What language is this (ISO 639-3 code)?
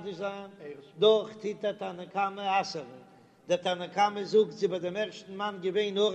yid